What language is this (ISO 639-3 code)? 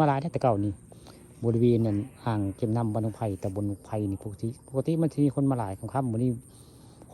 tts